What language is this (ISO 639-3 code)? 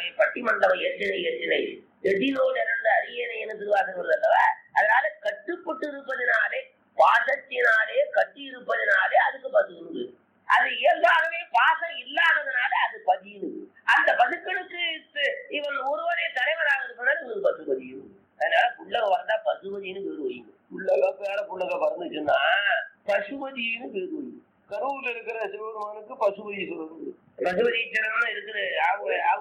tam